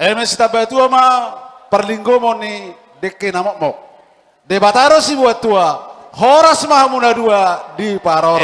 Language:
Batak Toba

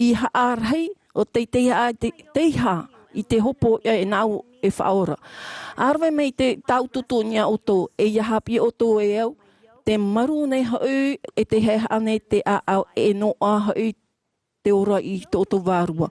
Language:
Tahitian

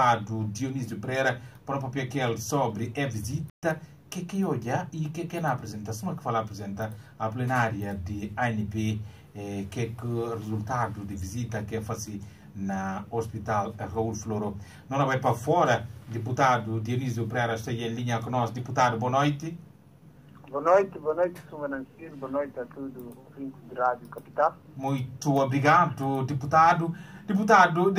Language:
Portuguese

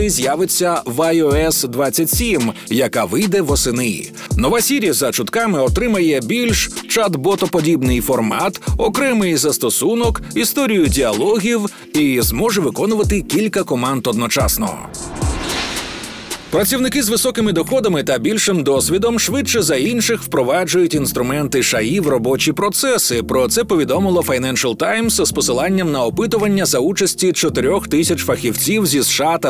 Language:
Ukrainian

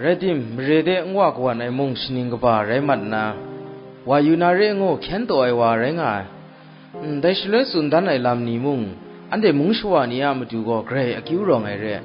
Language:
Kachin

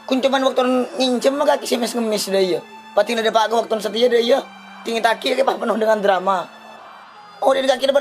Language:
Madurese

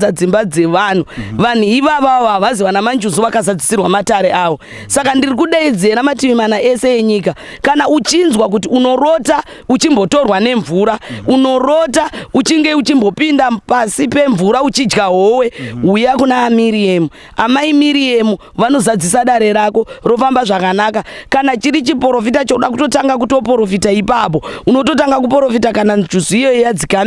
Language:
Shona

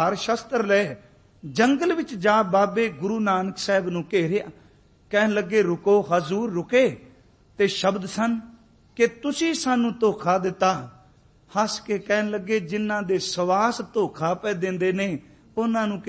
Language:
Punjabi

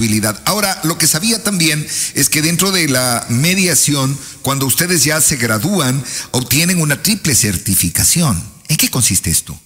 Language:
Spanish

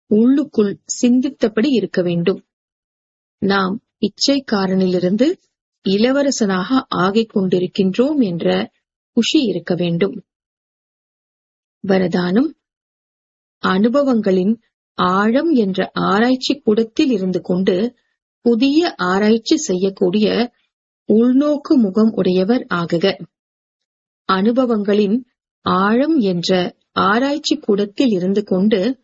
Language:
Tamil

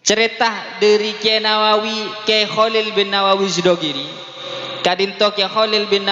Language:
Madurese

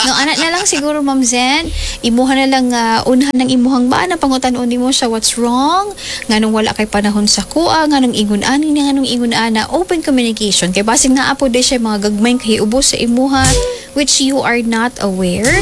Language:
Cebuano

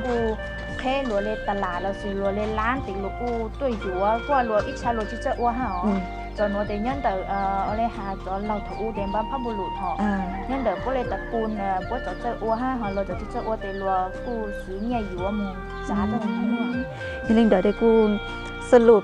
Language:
Hmong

